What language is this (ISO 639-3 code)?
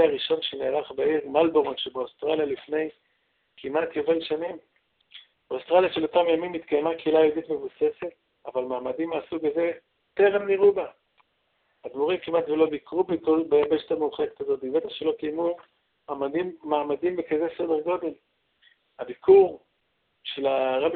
heb